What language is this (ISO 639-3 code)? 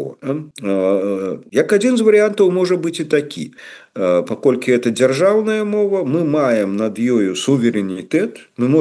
bel